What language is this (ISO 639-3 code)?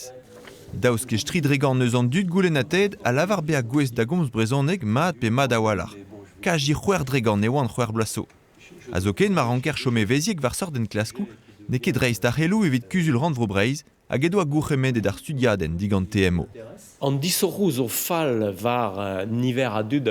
bre